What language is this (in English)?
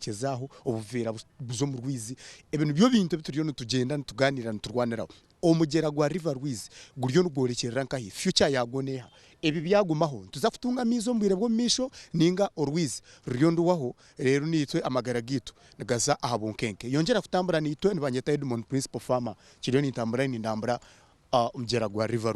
Nyankole